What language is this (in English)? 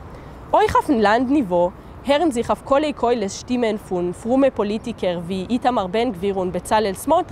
Yiddish